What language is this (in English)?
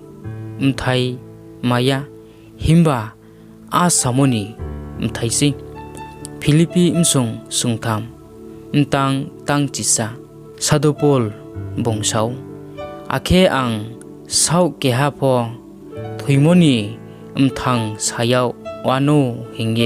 Riang (India)